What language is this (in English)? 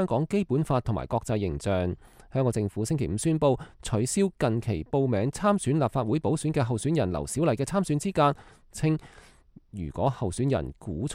Cantonese